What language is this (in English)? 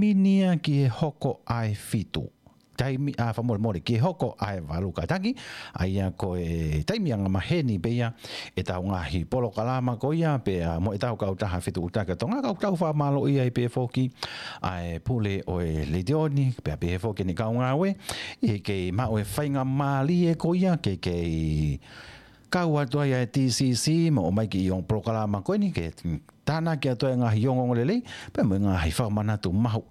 Tongan